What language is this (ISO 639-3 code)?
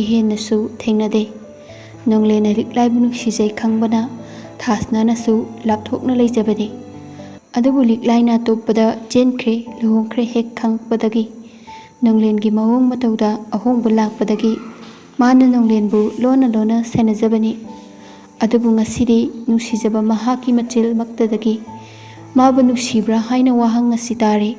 mni